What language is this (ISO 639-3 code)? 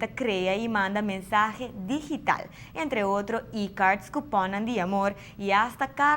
pap